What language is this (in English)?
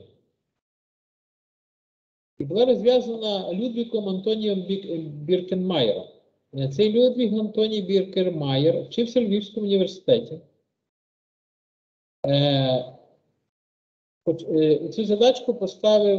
Ukrainian